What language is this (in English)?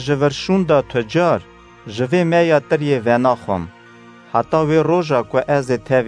Kurdish